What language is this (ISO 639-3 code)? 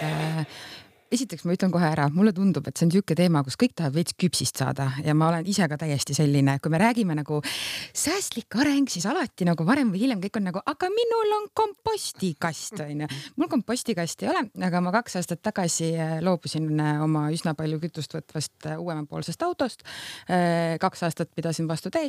est